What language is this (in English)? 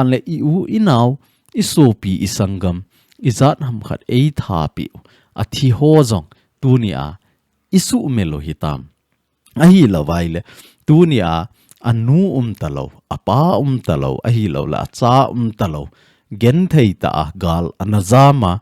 Thado Chin